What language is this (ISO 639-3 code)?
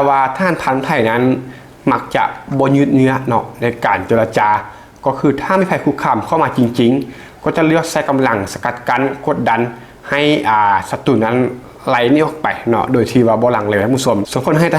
lao